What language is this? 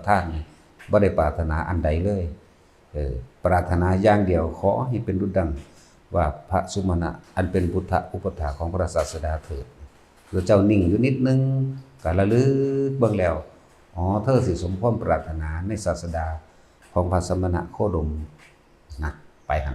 Lao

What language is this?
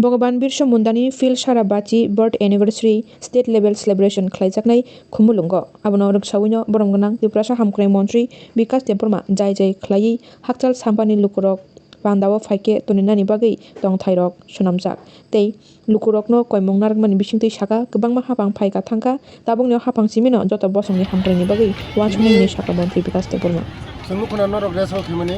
Kok Borok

